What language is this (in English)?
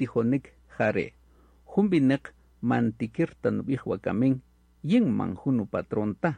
Kaqchikel